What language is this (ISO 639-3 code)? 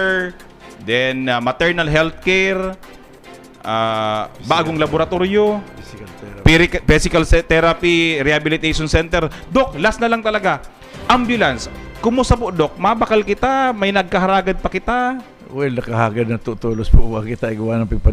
bik